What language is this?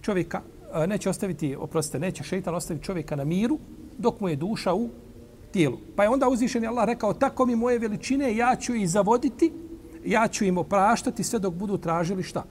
Serbian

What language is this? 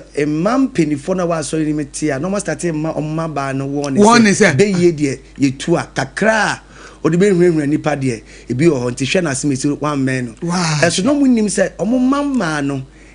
Akan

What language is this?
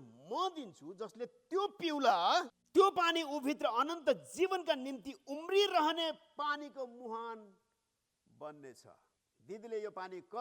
Nepali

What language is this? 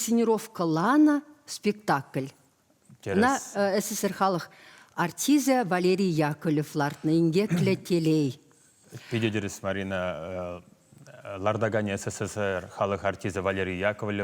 Chuvash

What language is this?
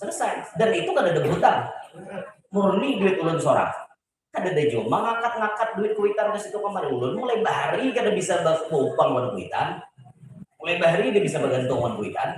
Banjar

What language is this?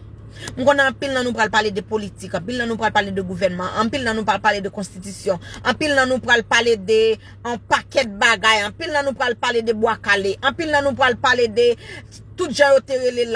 Haitian Creole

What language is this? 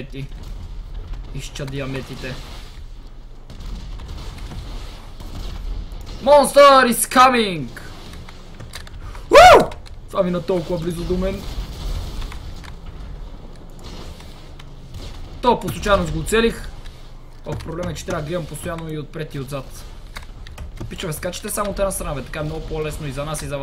Bulgarian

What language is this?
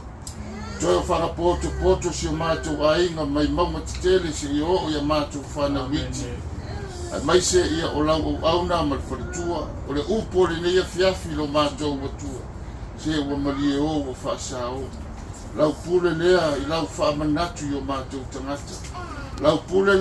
Samoan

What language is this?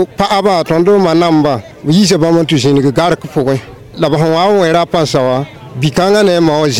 Mossi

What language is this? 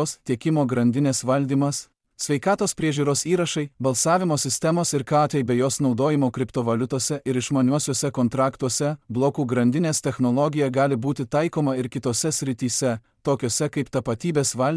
Lithuanian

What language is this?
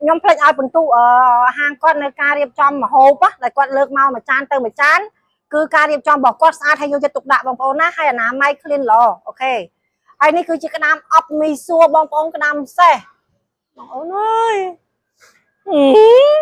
Khmer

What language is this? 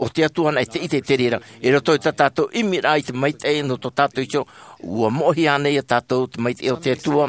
Tahitian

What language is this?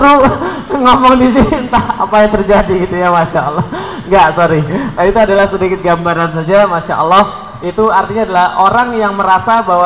Indonesian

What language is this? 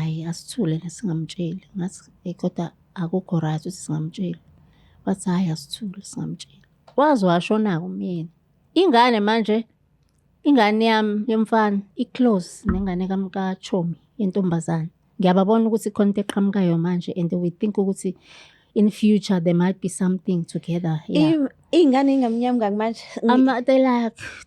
Zulu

